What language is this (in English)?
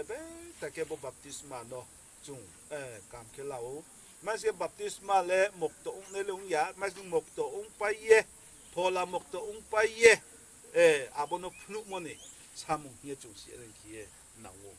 Riang (India)